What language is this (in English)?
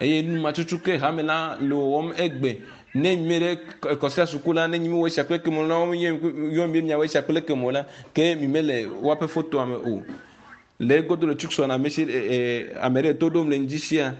Ewe